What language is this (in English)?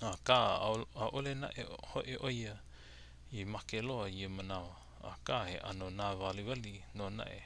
Hawaiian